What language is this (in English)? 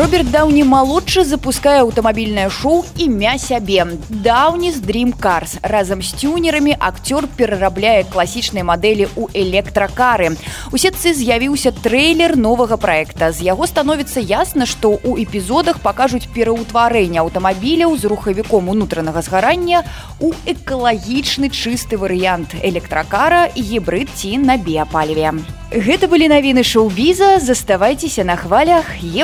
Belarusian